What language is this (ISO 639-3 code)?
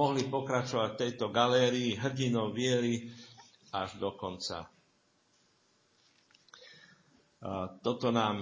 slk